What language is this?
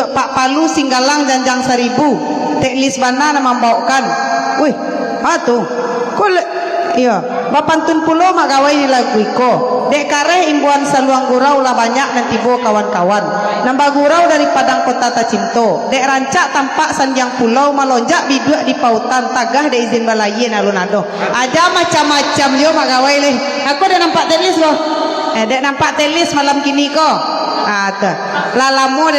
Minangkabau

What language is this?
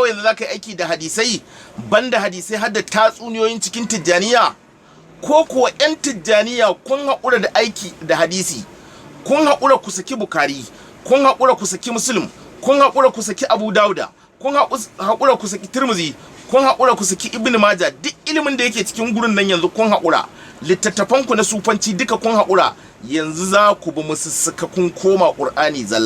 Hausa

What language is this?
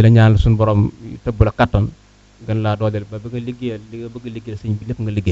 Wolof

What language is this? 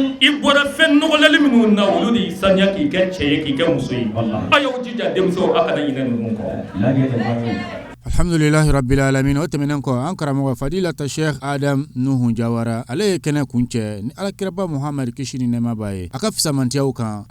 Bambara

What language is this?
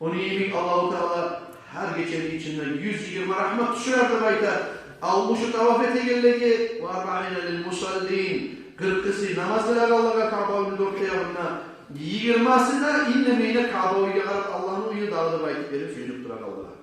Kumyk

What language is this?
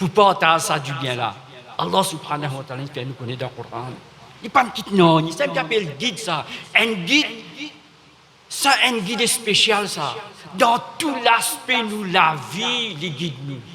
Morisyen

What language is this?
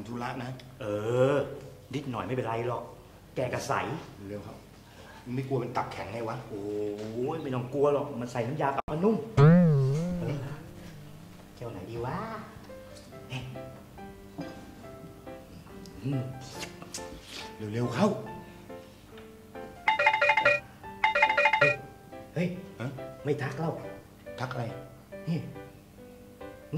Thai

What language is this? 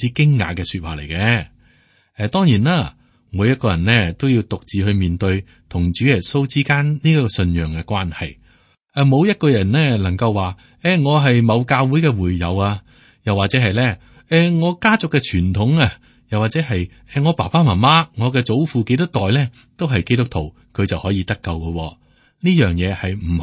Cantonese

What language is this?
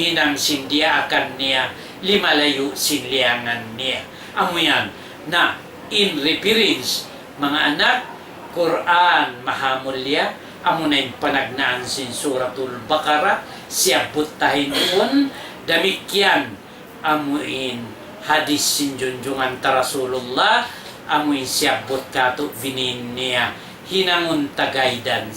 Tausug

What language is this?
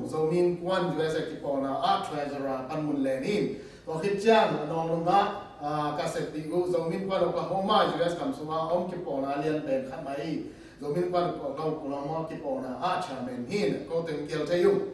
Tedim Chin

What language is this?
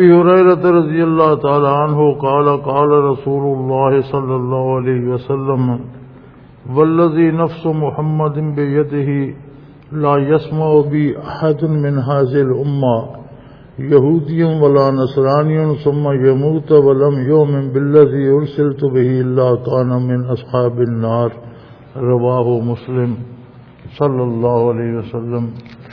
Urdu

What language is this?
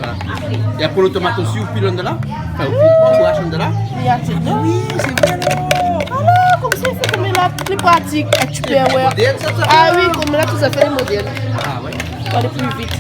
Réunion Creole French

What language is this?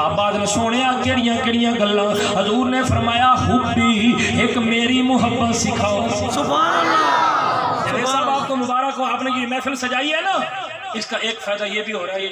Saraiki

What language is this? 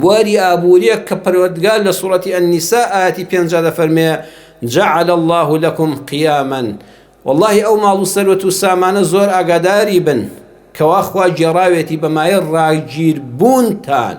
Central Kurdish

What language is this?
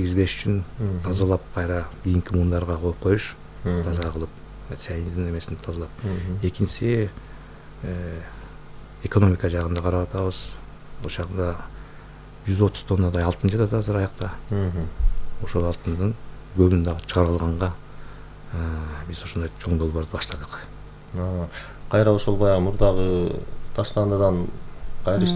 Kyrgyz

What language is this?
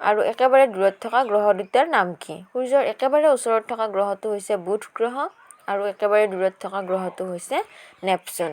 Assamese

